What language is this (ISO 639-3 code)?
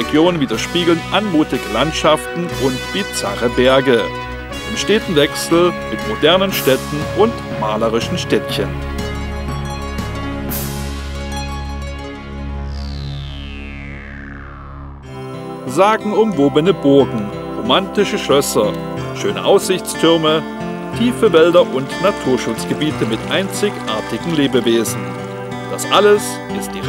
deu